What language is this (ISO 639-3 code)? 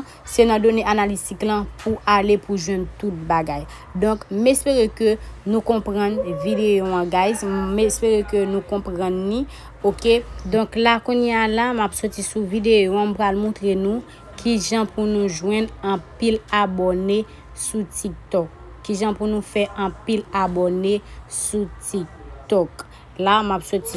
hat